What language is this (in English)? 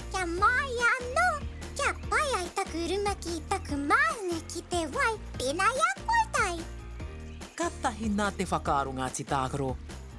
Māori